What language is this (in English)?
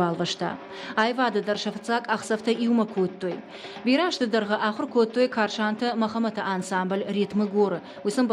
Ossetic